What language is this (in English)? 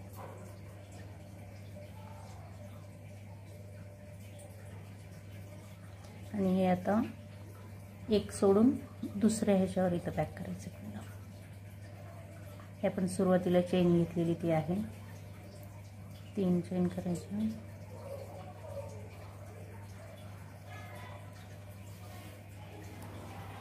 Marathi